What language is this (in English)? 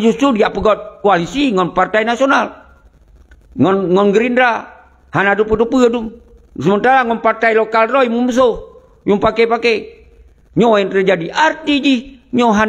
Achinese